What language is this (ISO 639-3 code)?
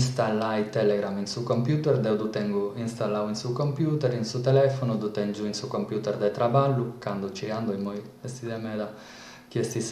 srd